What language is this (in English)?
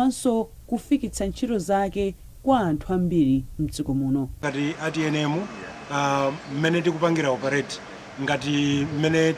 Nyanja